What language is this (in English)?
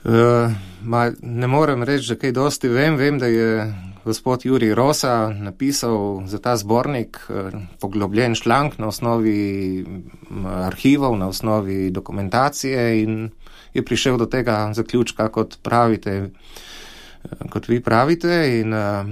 Slovenian